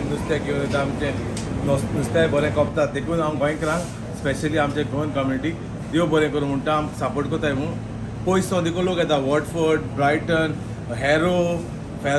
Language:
Konkani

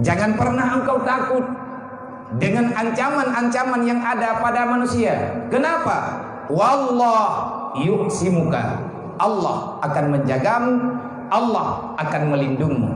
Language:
Achinese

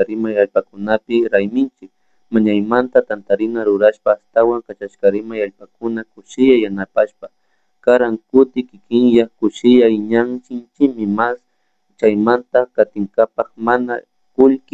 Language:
Chimborazo Highland Quichua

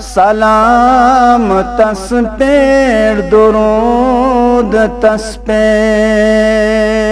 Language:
Kashmiri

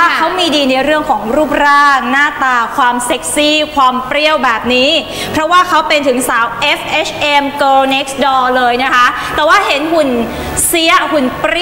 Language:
Thai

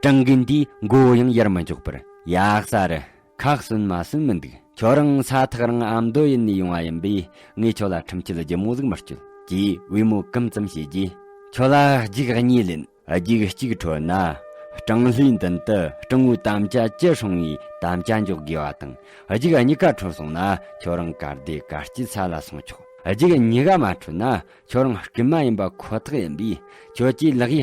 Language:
Tibetan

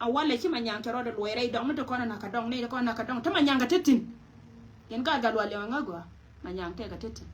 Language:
Nuer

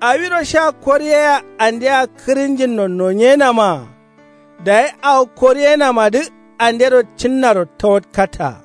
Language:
Kanuri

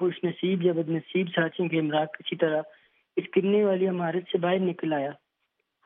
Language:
Urdu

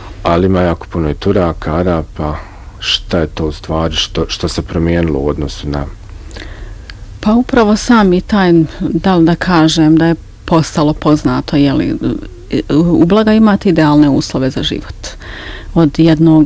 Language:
Bosnian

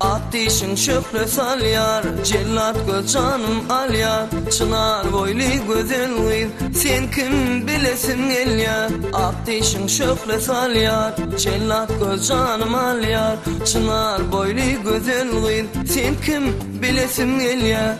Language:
Turkmen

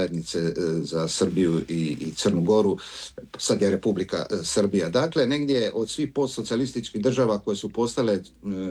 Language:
Croatian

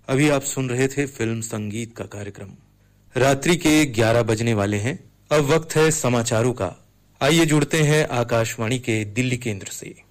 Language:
Hindi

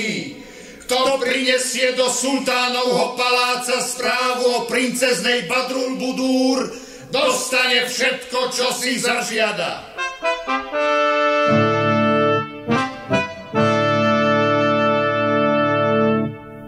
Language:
Slovak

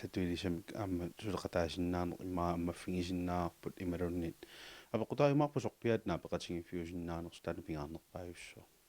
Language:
Kalaallisut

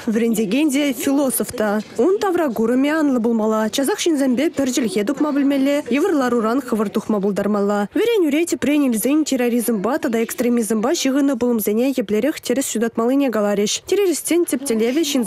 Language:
Chuvash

